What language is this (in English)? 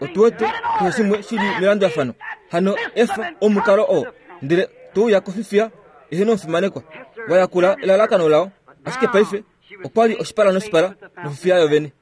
Kuanyama